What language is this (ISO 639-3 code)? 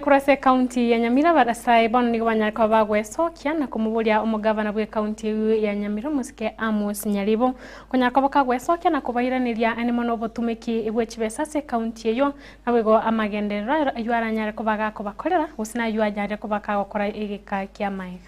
guz